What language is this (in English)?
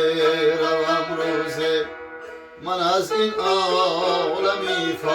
Tajik